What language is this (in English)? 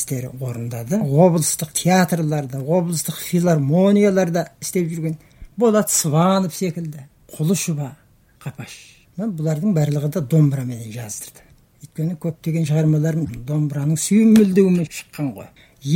Kazakh